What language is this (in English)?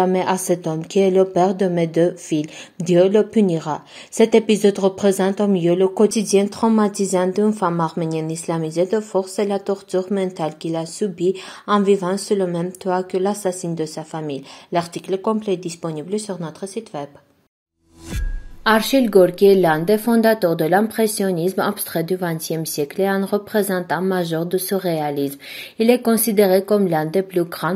French